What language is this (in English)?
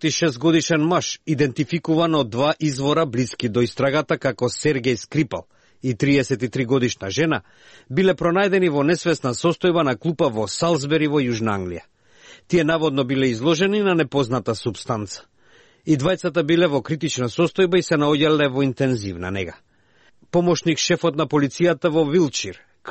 Macedonian